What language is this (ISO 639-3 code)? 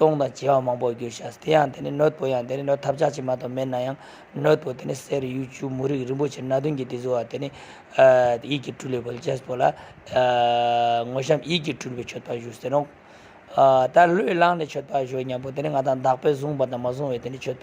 lbj